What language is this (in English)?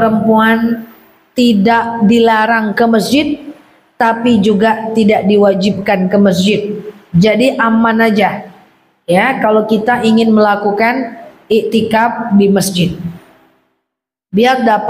Indonesian